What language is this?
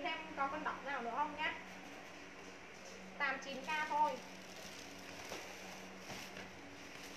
Vietnamese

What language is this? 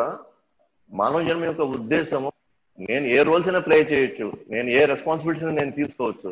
Telugu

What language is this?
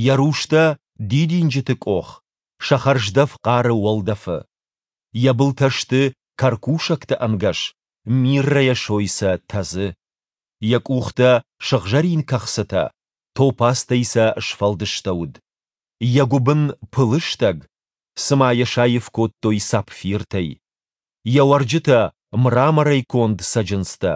Ossetic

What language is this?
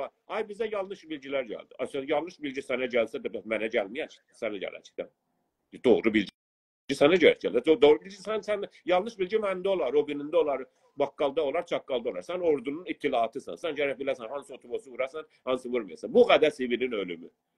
South Azerbaijani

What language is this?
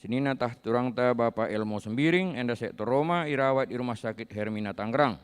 Batak Karo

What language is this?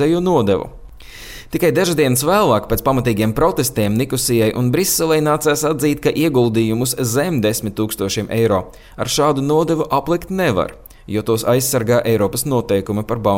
Latvian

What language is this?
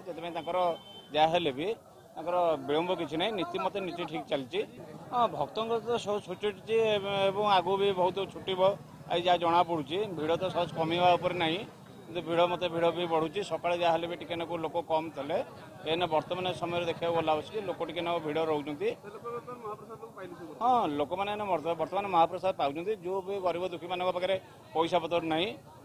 Odia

